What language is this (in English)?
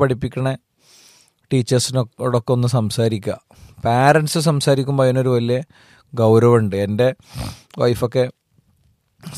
Malayalam